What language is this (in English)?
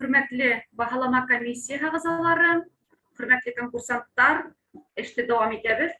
Bashkir